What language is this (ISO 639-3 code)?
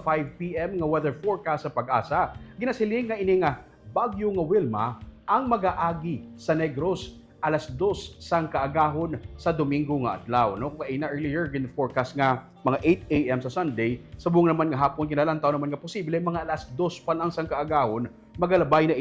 hil